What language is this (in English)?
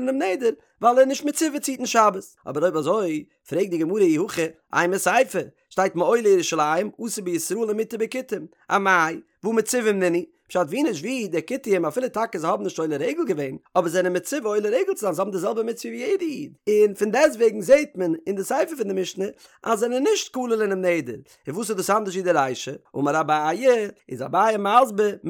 Yiddish